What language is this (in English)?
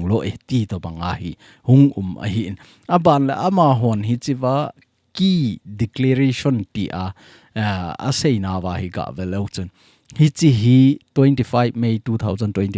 Thado Chin